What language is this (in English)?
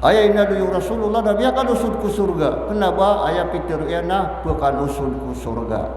Maranao